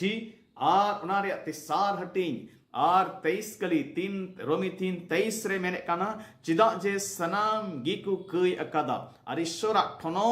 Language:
Santali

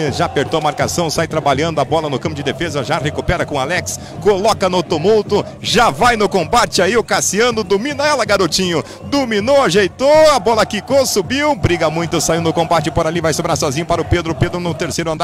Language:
Portuguese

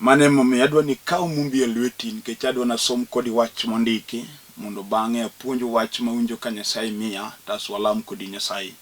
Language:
Luo (Kenya and Tanzania)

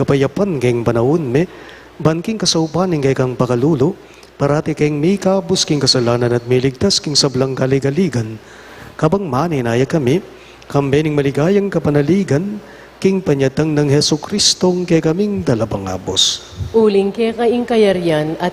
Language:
Pampanga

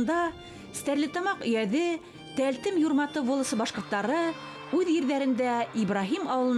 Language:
Bashkir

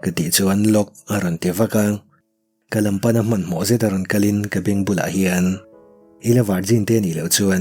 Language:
Mizo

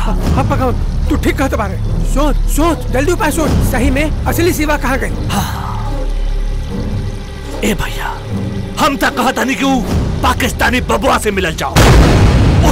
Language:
Bhojpuri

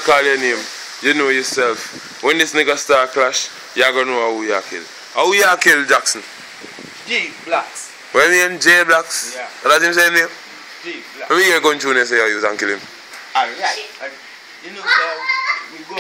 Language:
Jamaican Creole English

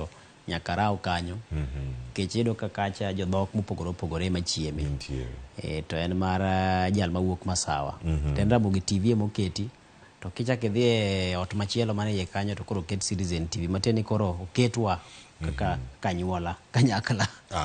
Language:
Luo (Kenya and Tanzania)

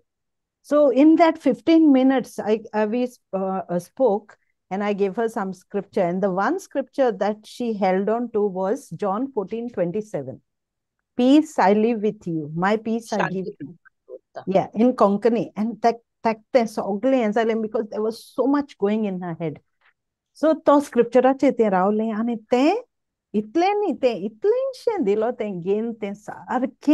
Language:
Konkani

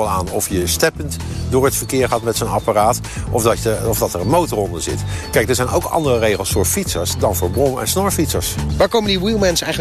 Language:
Dutch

